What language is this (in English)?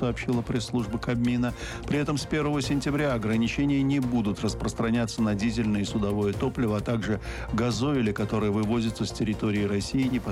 Russian